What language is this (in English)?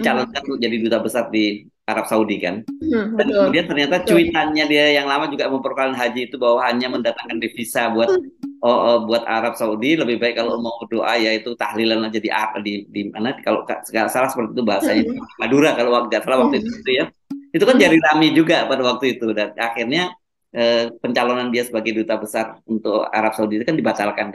Indonesian